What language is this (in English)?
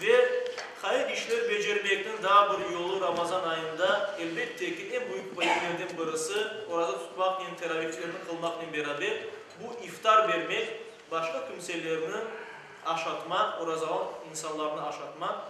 Crimean Tatar